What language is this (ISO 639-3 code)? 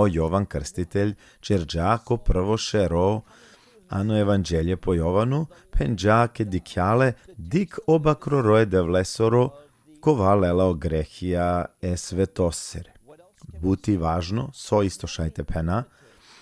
rmn